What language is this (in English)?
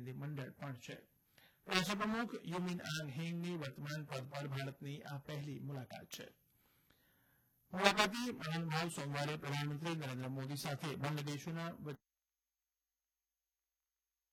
Gujarati